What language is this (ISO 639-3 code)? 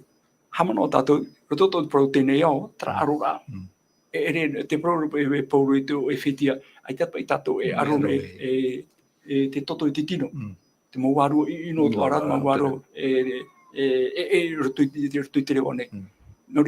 tah